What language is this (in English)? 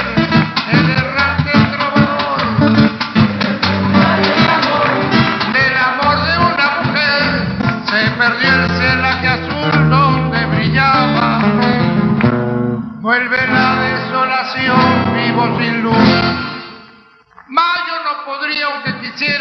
Spanish